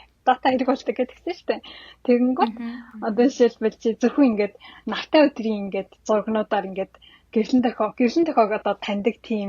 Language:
Mongolian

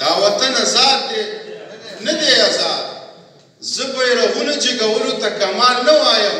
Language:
Pashto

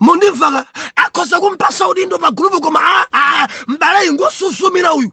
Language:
Nyanja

